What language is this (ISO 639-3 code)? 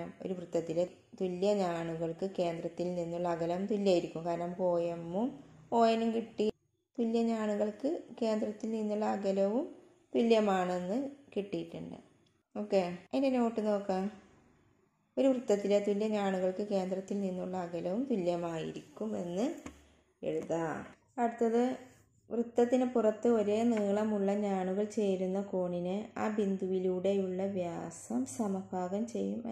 mal